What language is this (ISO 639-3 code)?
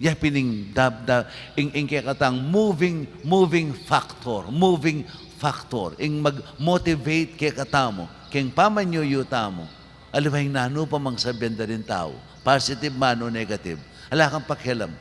pam